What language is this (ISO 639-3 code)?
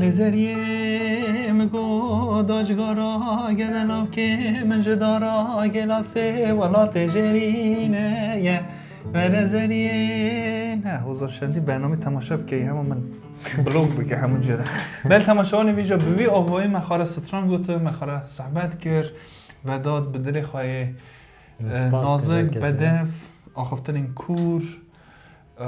kur